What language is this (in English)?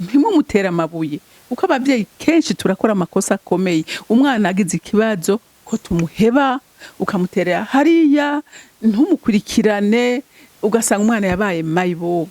Rundi